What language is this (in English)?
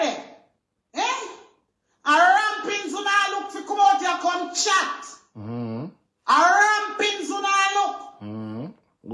Jamaican Creole English